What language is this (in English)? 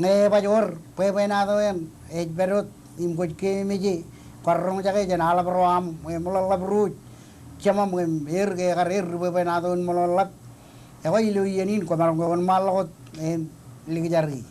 Marshallese